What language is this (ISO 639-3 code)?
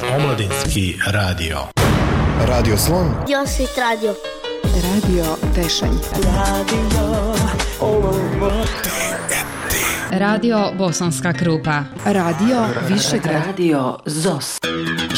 bos